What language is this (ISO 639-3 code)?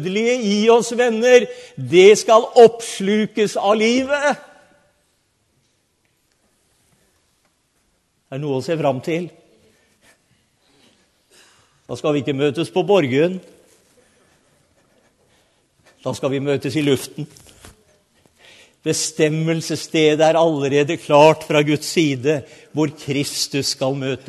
nor